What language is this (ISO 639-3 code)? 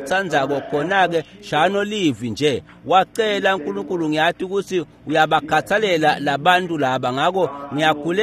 ssw